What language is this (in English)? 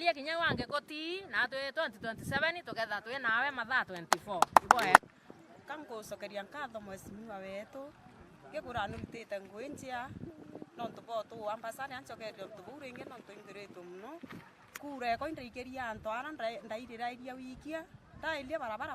Meru